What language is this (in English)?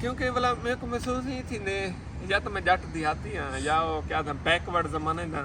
Saraiki